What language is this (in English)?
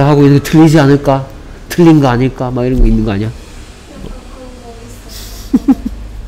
Korean